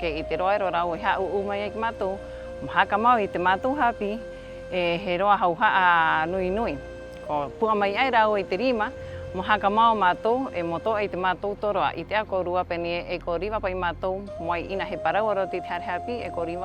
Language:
Rapanui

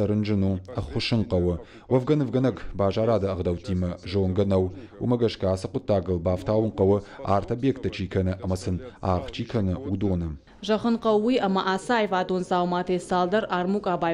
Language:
Ossetic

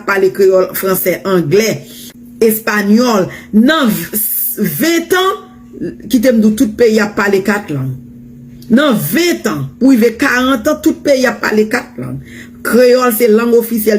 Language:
Haitian Creole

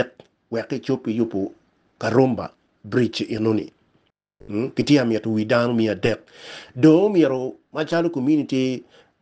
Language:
Acoli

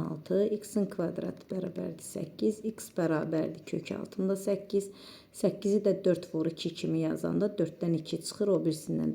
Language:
Azerbaijani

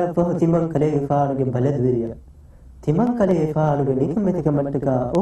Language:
Divehi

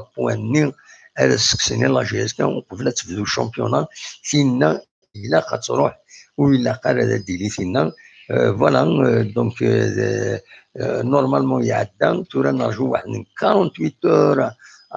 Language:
Kabyle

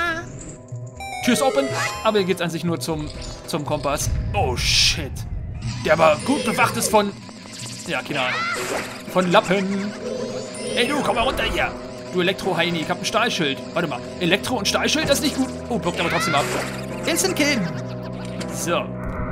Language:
German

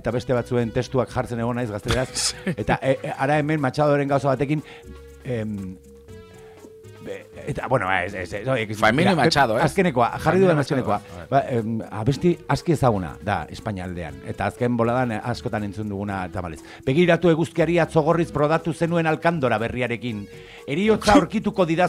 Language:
Basque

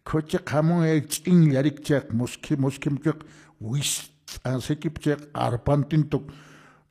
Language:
Quechua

